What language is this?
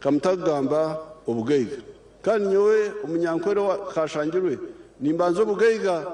Nyankole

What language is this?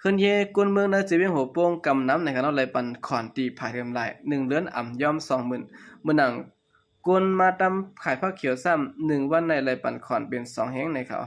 Shan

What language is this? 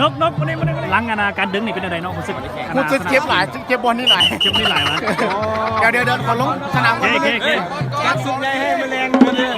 Lao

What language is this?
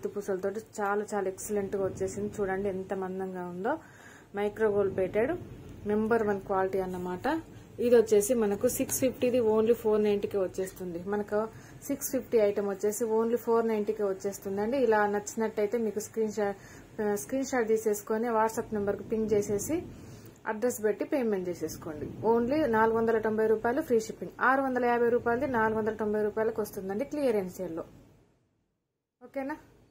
Telugu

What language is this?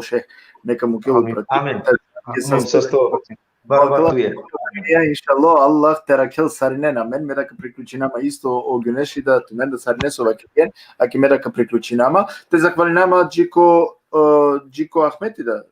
Balkan Romani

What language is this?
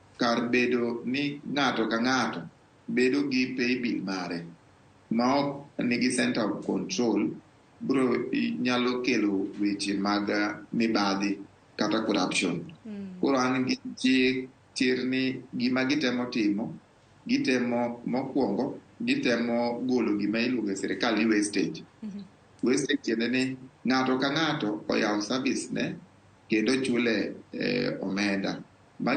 Luo (Kenya and Tanzania)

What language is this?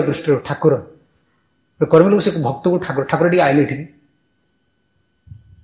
Odia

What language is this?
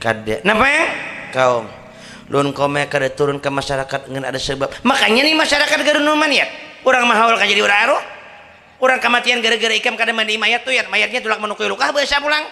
Banjar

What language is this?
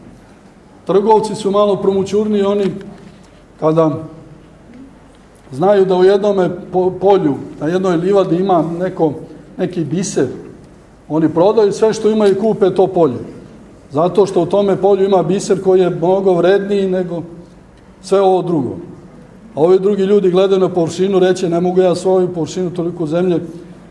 Serbian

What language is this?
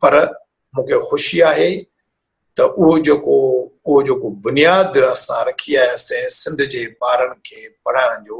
Sindhi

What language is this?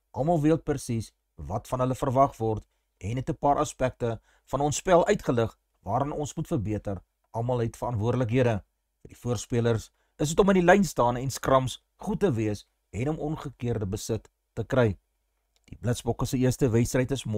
Afrikaans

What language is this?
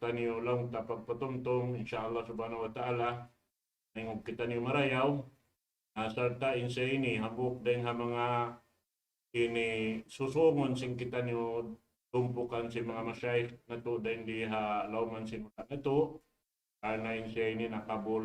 Tausug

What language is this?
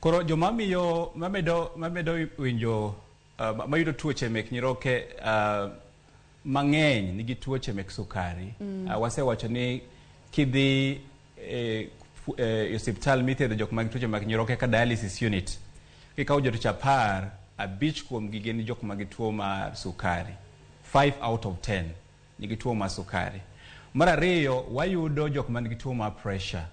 Luo (Kenya and Tanzania)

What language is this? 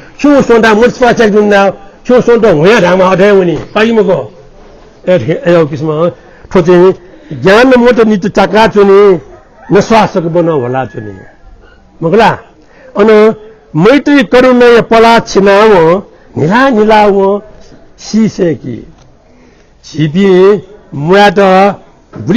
Newari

